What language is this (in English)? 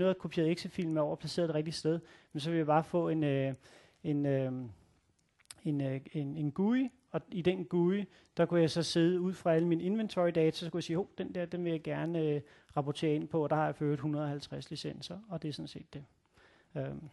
Danish